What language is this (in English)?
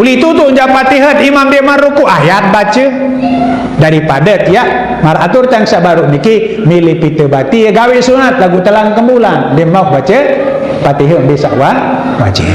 Sasak